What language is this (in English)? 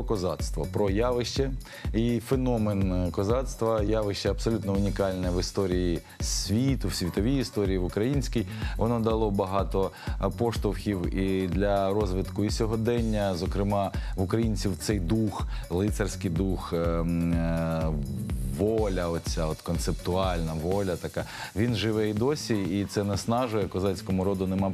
Ukrainian